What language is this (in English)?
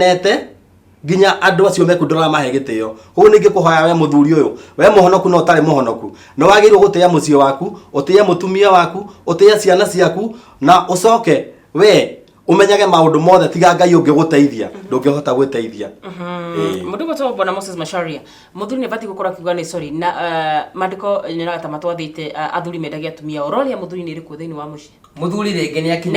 Kikuyu